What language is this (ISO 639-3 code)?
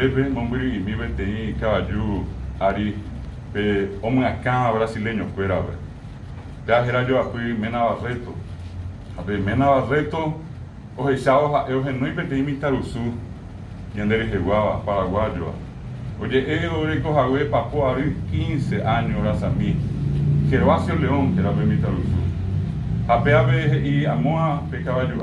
grn